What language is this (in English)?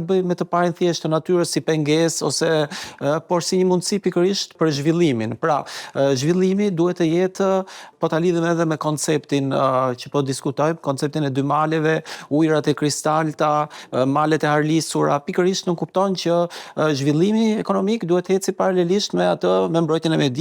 Albanian